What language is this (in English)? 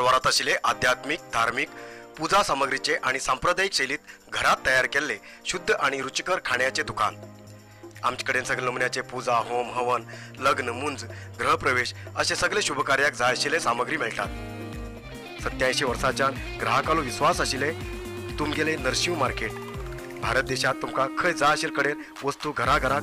Konkani